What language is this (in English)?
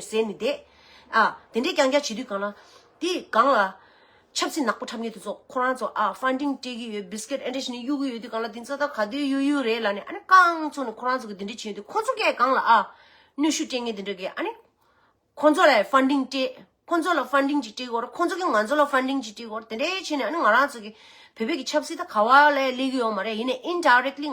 Tibetan